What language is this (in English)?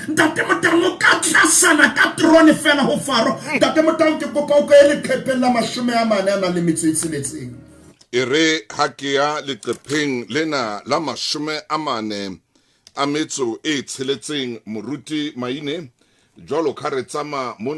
Southern Sotho